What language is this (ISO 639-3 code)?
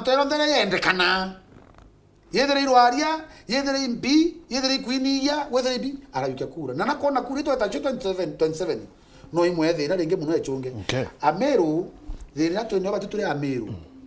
mer